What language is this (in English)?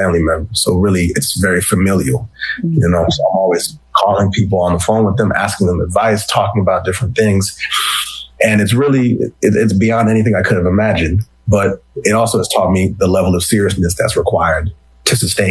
English